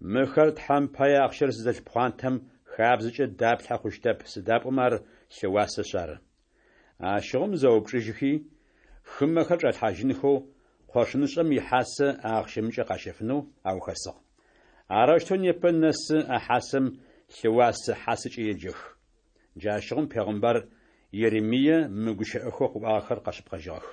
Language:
Adyghe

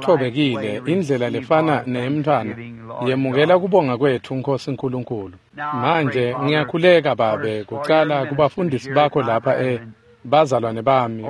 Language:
Swati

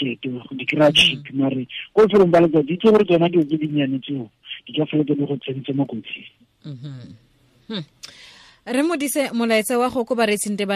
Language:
Tswana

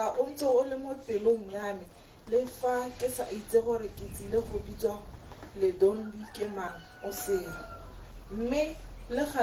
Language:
Tswana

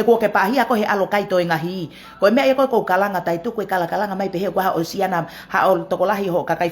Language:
Tongan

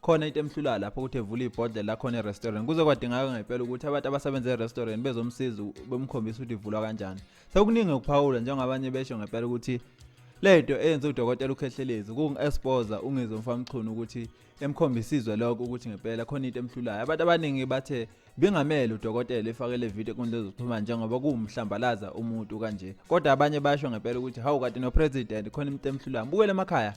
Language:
Zulu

